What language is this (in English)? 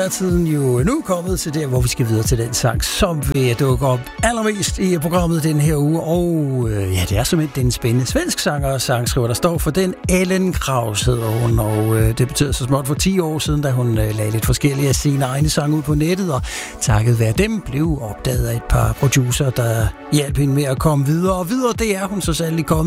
Danish